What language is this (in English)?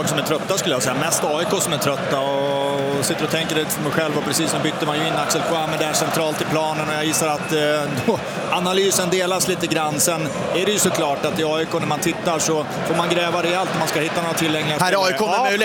Swedish